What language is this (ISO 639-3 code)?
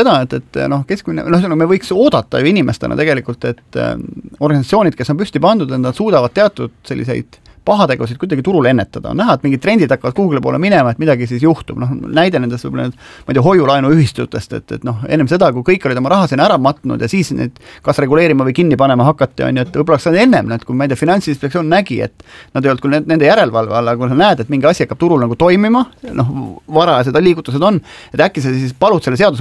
est